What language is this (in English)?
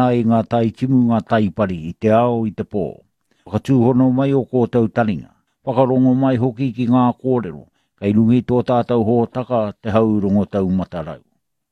Māori